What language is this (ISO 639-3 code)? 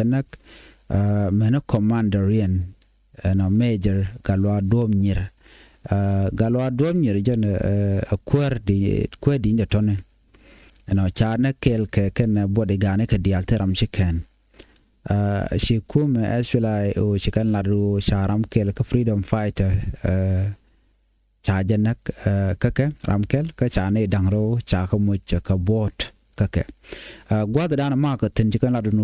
nus